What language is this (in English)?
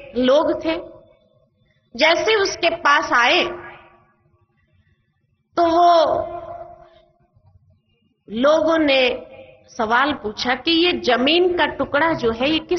Hindi